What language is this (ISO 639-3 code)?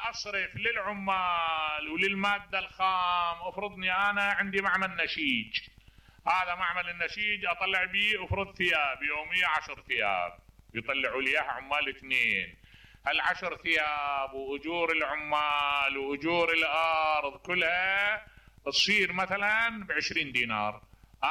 acm